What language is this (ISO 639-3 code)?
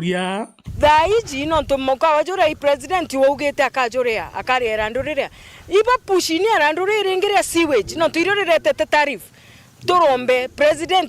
mer